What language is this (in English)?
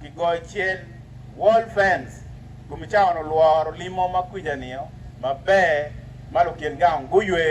Acoli